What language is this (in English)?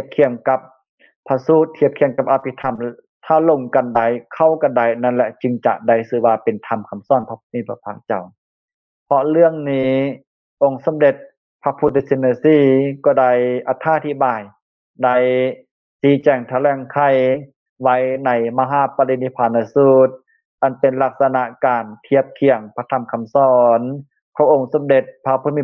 Lao